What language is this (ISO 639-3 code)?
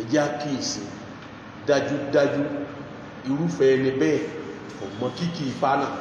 yor